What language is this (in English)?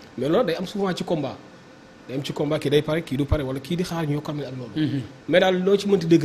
Wolof